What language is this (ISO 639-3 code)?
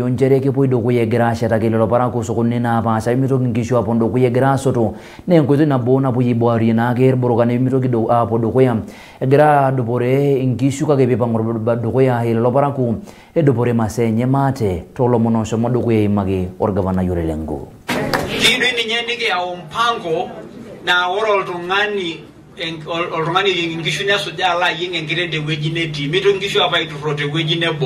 mas